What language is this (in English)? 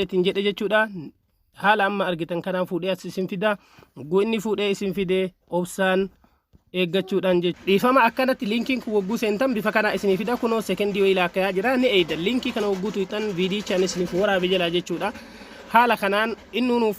Oromo